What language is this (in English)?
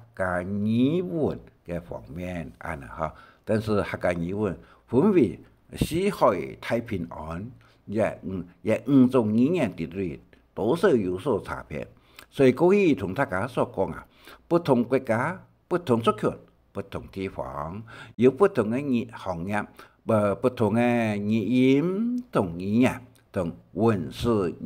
Hakka Chinese